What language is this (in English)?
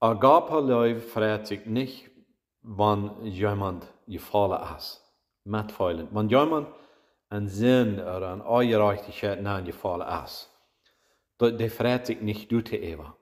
Plautdietsch